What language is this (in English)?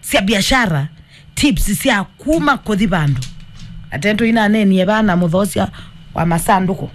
Kamba